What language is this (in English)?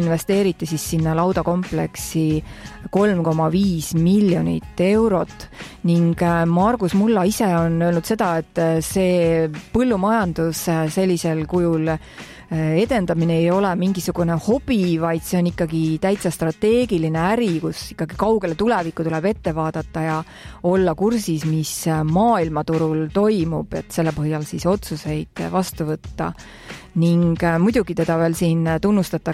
Estonian